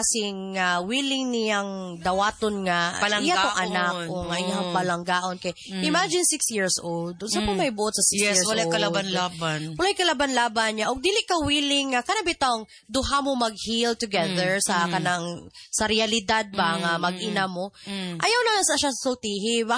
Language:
Cebuano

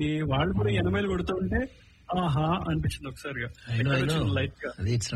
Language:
Telugu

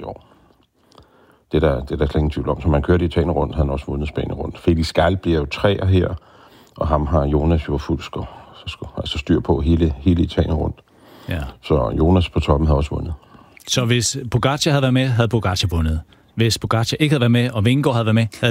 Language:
Danish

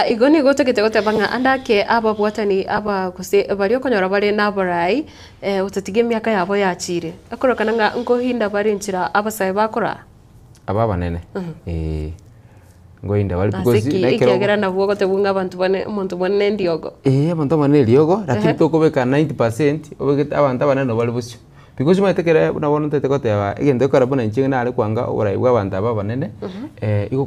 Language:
Gusii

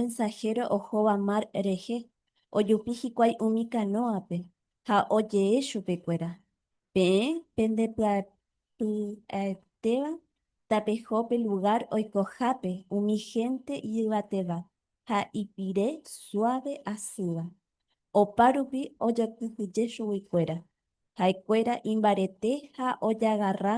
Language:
Guarani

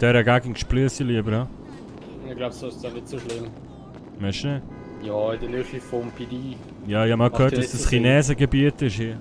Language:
Swiss German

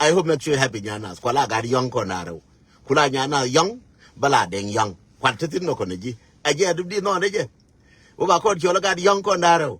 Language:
Nuer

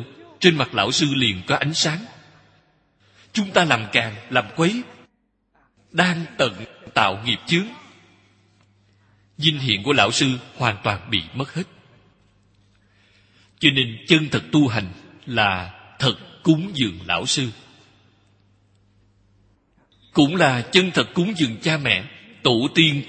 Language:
Vietnamese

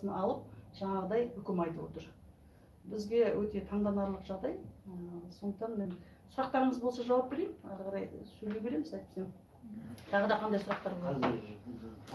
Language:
Kazakh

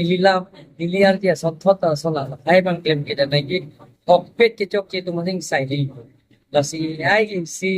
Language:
Karbi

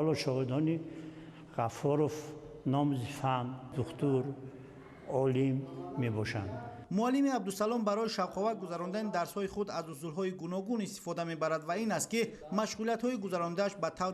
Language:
Tajik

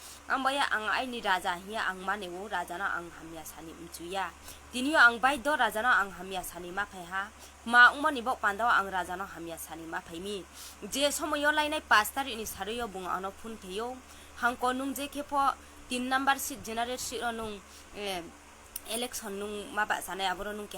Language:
Riang (India)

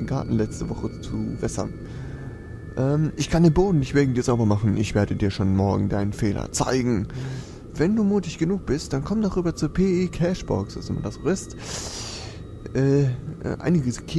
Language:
German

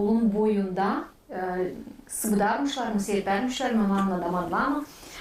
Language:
Gagauz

